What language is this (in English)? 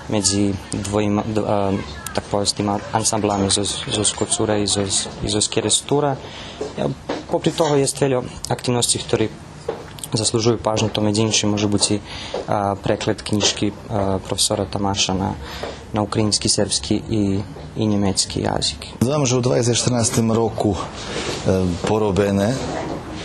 Rusyn